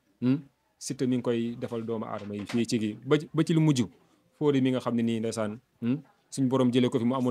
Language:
Wolof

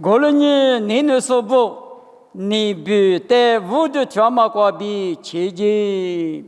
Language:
Lisu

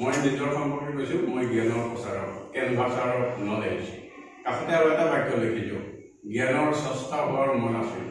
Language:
Assamese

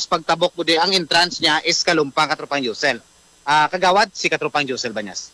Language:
Hiligaynon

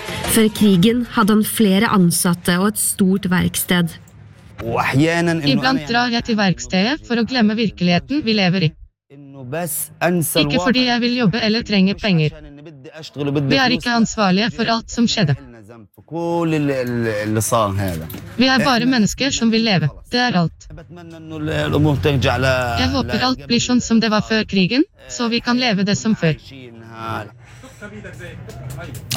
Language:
Norwegian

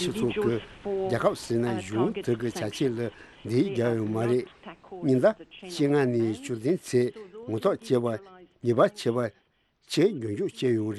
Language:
Tibetan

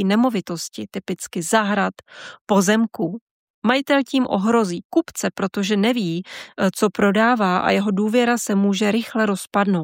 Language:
Czech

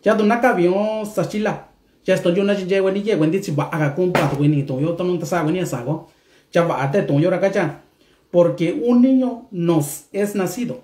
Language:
Mixtepec Mixtec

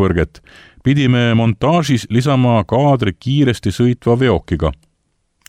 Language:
Estonian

